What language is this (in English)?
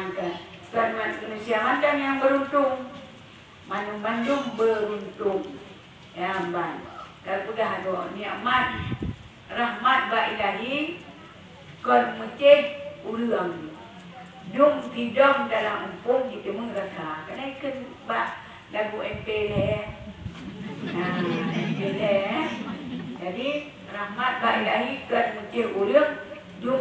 Achinese